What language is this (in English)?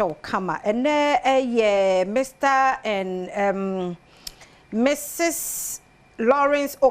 Akan